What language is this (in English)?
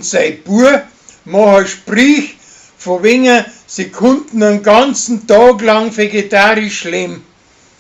Bavarian